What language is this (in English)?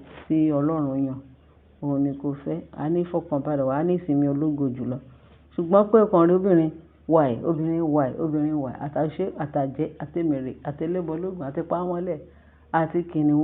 Yoruba